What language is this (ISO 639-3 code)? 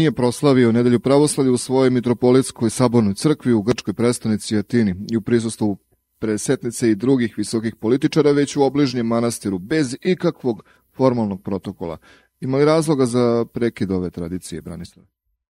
srp